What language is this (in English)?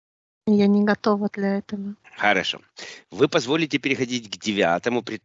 Russian